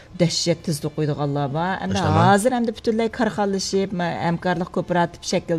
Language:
Uyghur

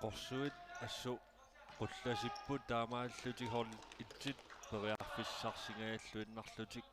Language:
Kalaallisut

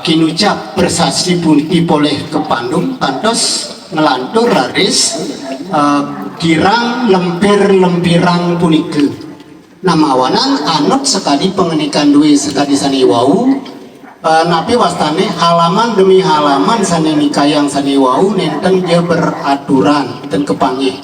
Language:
Balinese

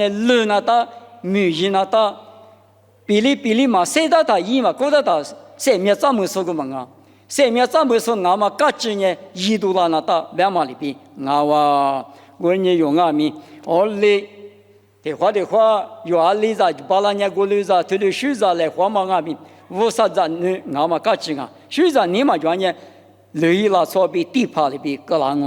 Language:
Lisu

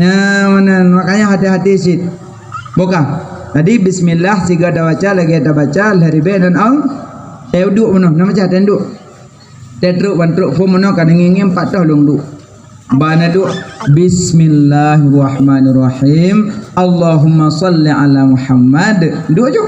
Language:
Achinese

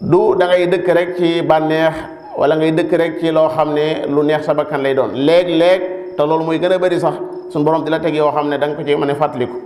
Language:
Wolof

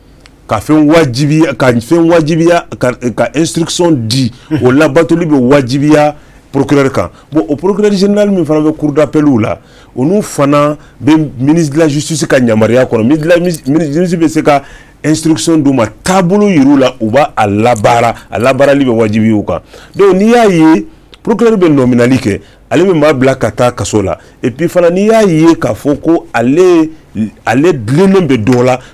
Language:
Bambara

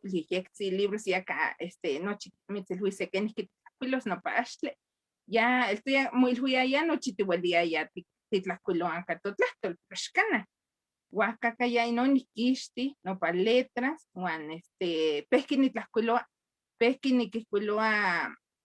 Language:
Eastern Huasteca Nahuatl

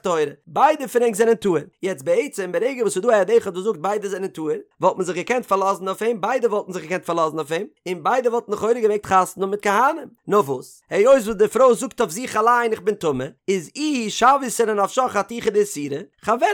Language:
Yiddish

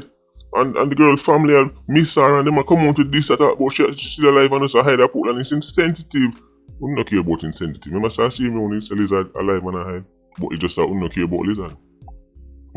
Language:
Jamaican Creole English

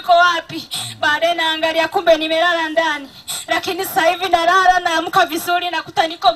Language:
Swahili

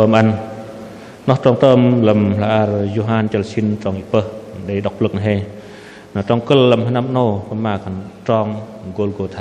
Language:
Bahnar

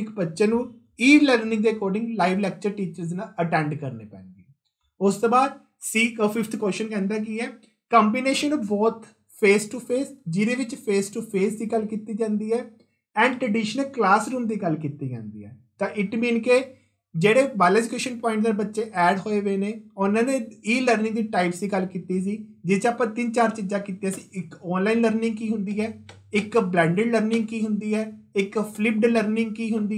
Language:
Punjabi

